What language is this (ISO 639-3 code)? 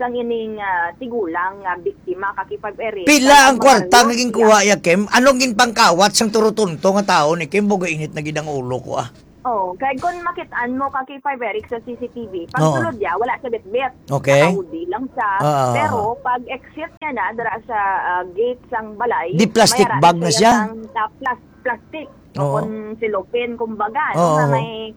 hil